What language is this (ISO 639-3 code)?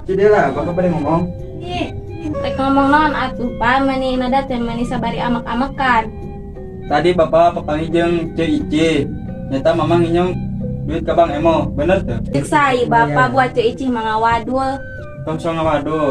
sun